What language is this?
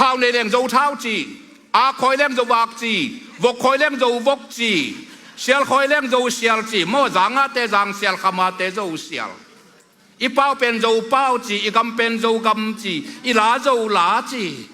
Tedim Chin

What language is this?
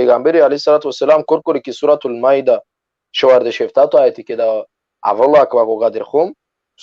Balkan Romani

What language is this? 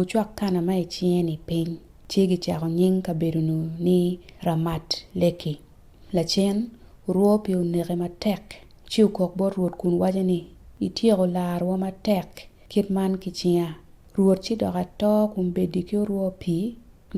Acoli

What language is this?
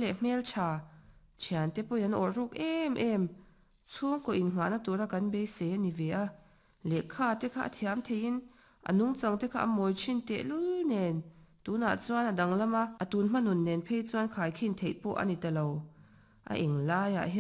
Mizo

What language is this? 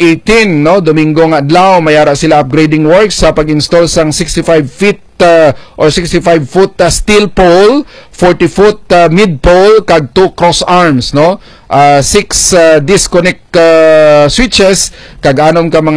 Hiligaynon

